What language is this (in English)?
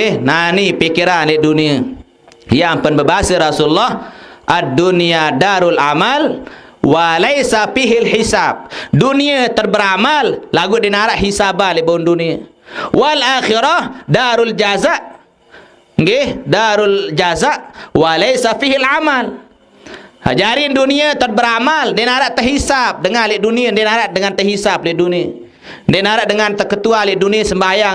Sasak